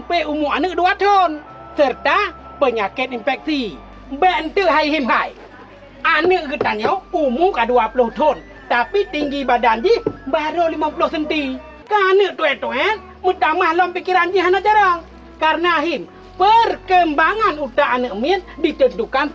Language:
Achinese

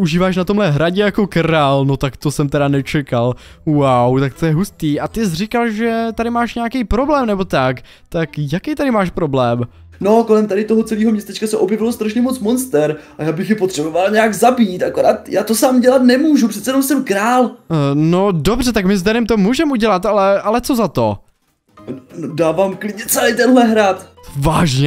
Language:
Czech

